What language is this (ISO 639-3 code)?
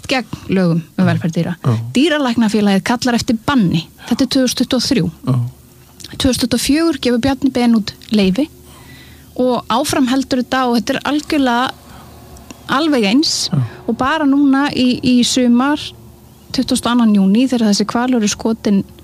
isl